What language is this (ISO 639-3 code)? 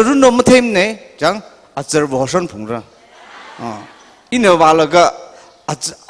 nmf